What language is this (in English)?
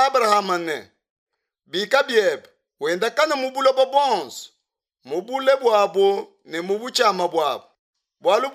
Luba-Lulua